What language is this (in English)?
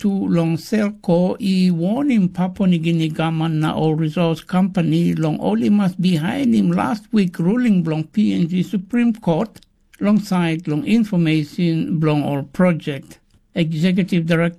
Tok Pisin